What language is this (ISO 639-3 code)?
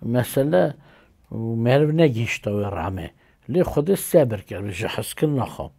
kur